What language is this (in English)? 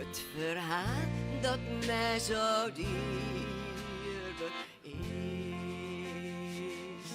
Western Frisian